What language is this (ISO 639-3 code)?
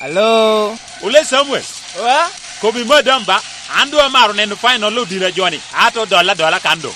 laj